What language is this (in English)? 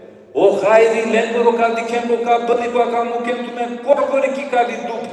Balkan Romani